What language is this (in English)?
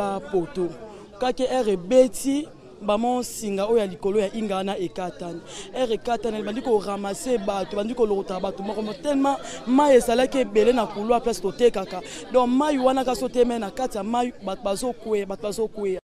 Lingala